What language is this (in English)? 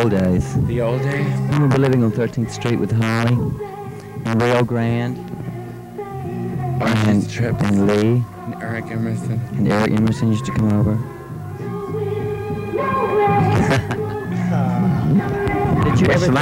English